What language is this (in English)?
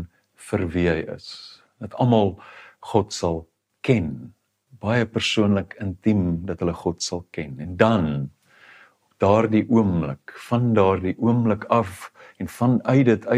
Afrikaans